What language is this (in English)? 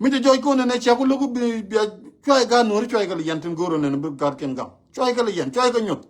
Nuer